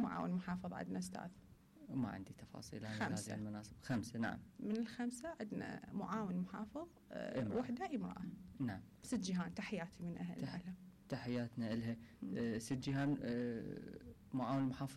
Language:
Mesopotamian Arabic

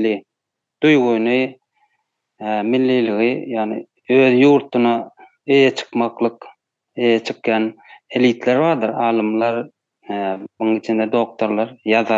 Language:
Turkmen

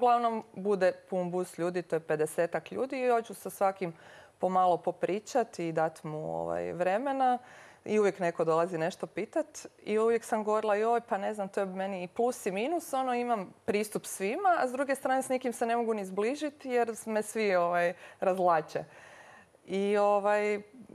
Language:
Croatian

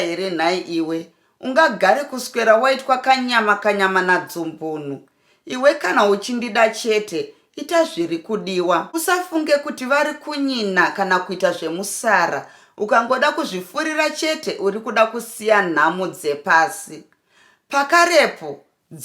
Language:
Shona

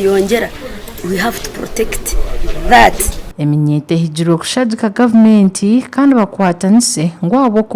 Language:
Nyankole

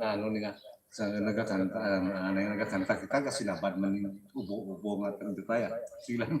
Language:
Hiligaynon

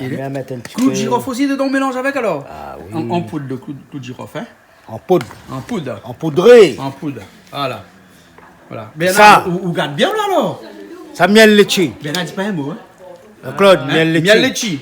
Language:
Réunion Creole French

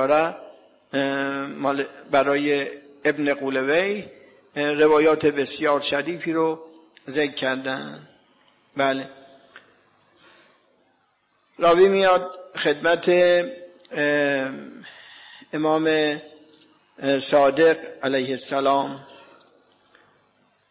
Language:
Persian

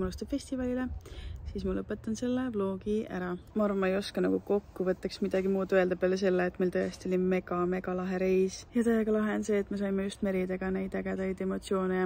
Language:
Estonian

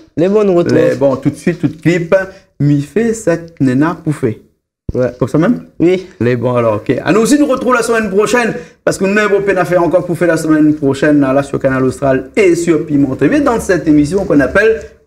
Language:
Réunion Creole French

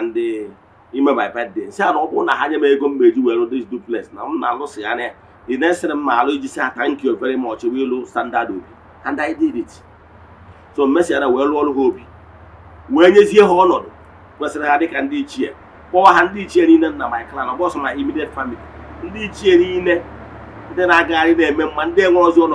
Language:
Igbo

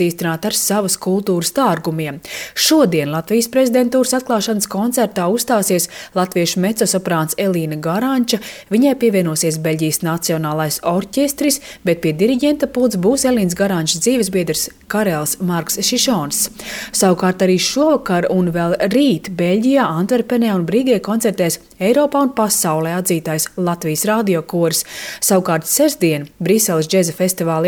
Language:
Latvian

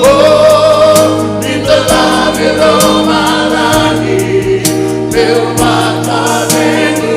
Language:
Fijian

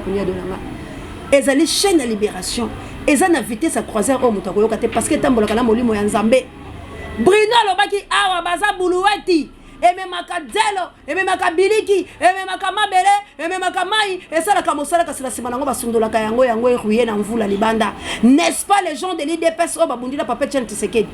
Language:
Lingala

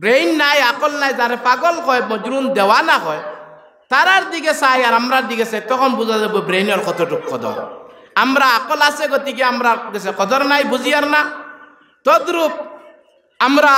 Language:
Sylheti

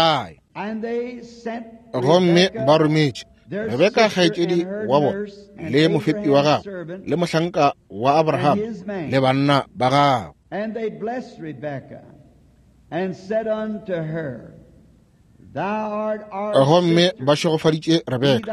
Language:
Northern Sotho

